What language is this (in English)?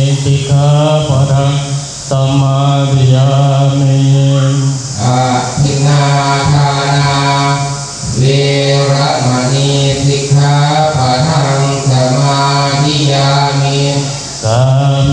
Pali